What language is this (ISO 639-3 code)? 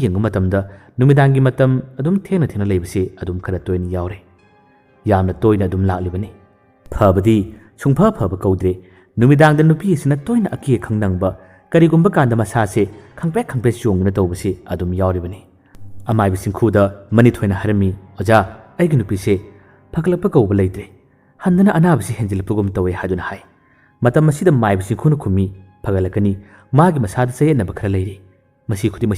mni